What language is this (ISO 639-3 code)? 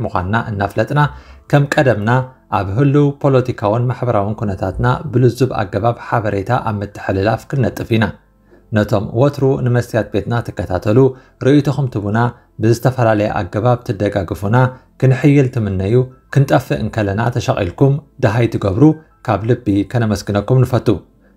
tir